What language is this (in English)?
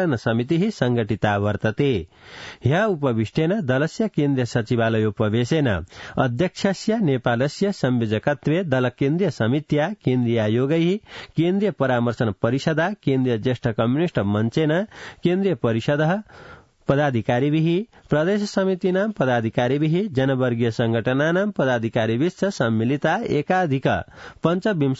Sanskrit